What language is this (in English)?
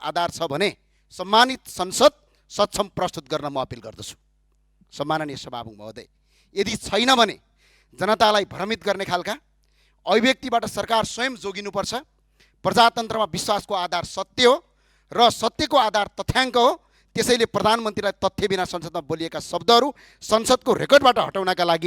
Nepali